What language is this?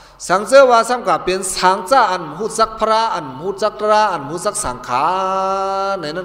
Shan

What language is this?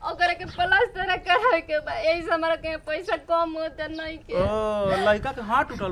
Bhojpuri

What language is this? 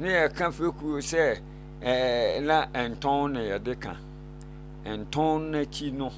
Akan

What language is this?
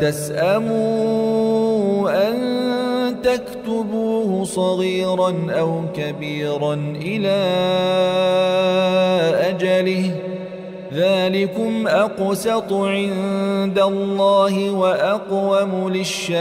Arabic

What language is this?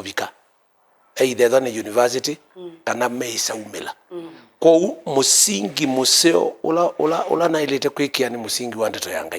Kamba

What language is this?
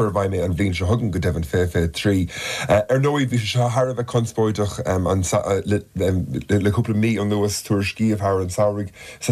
Irish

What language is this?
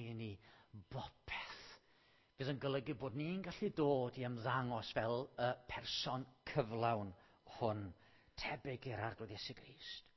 Welsh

